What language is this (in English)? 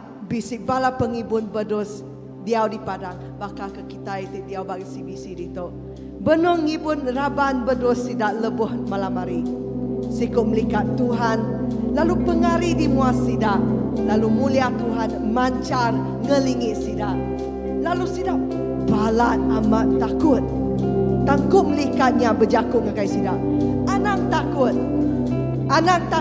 Iban